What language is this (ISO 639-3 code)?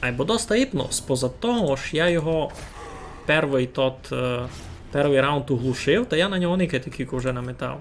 rue